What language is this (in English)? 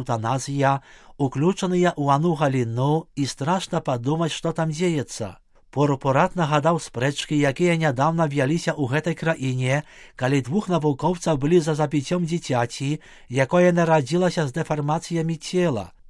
Belarusian